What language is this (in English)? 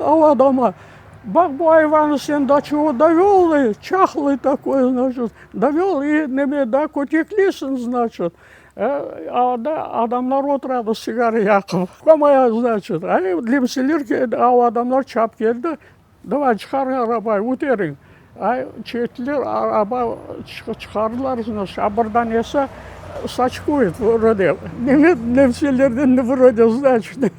Crimean Tatar